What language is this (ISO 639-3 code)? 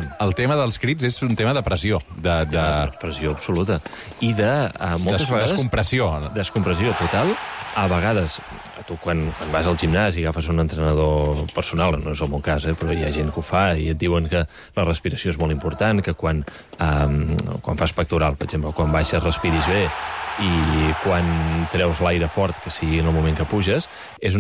cat